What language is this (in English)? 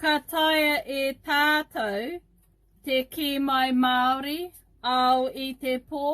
Māori